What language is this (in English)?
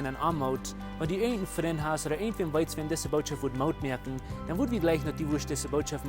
Plautdietsch